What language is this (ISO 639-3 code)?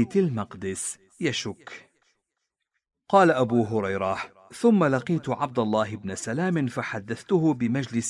ara